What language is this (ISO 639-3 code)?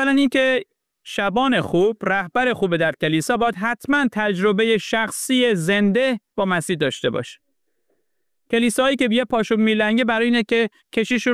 fas